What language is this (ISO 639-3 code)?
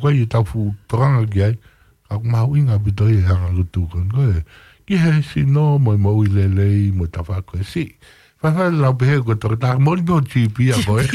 ton